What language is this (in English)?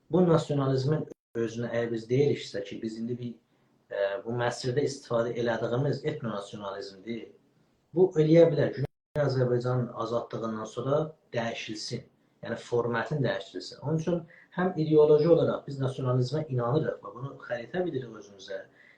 South Azerbaijani